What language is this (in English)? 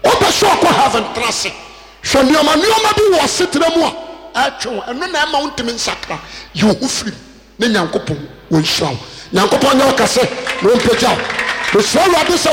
Akan